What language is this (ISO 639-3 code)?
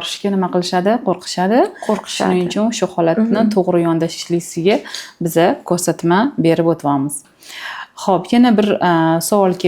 uzb